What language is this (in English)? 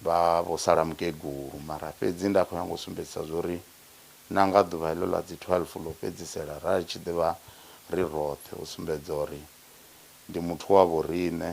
Venda